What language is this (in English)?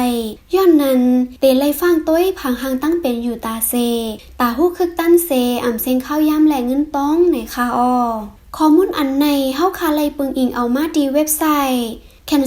Shan